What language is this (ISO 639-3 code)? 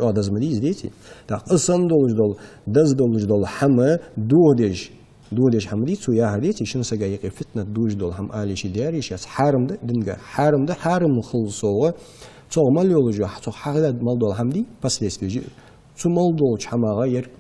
inh